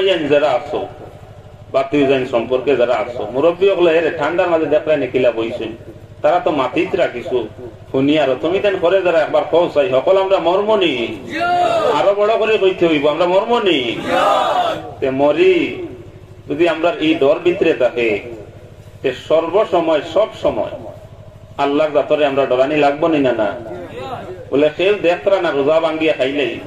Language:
Sylheti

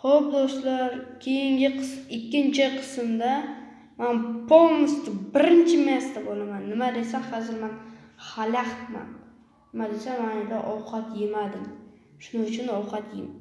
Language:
Uzbek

